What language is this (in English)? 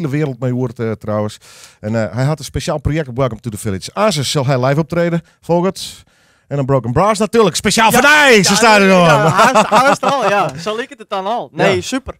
Western Frisian